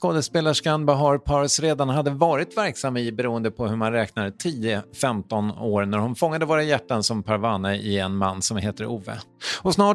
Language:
Swedish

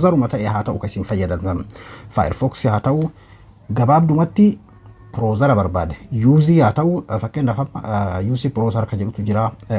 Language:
Oromo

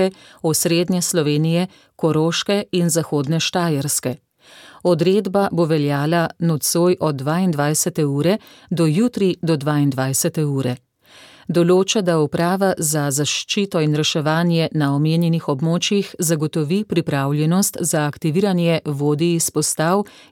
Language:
Slovenian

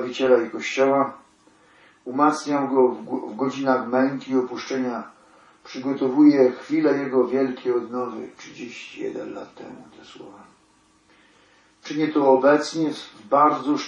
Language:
Polish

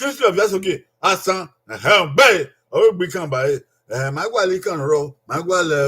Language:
Bini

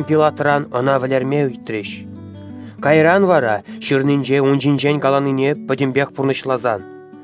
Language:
Chuvash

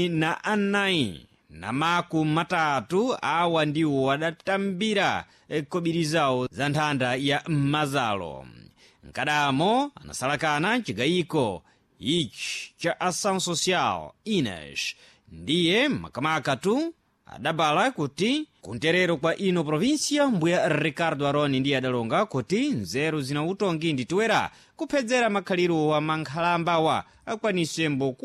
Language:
Sena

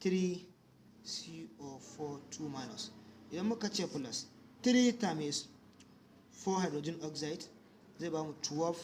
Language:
Hausa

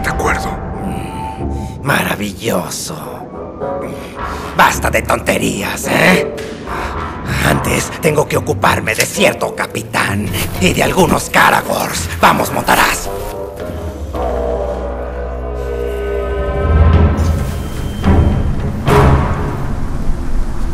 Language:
Spanish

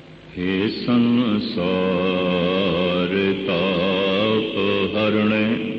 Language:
Punjabi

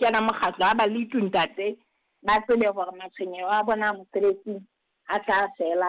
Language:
Southern Sotho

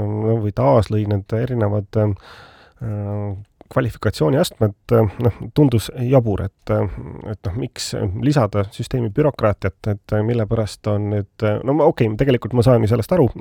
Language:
Estonian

